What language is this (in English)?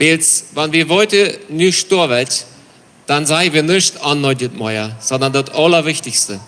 Plautdietsch